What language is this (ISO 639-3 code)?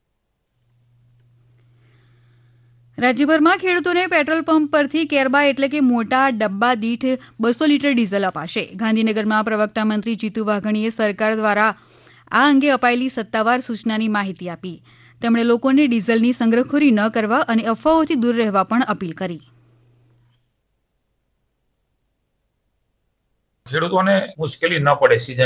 guj